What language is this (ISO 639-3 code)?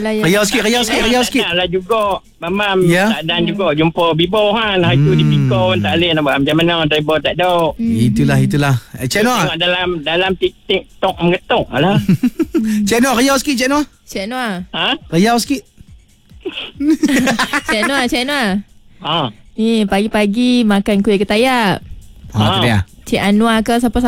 msa